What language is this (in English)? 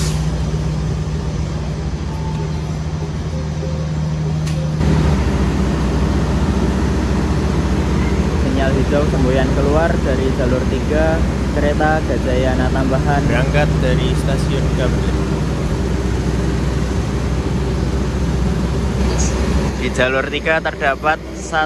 Indonesian